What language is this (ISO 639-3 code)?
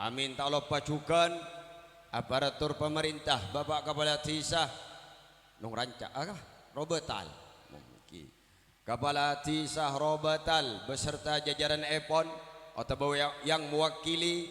mad